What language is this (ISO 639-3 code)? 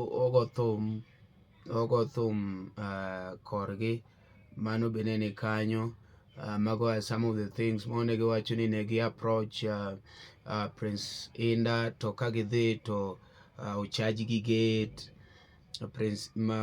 luo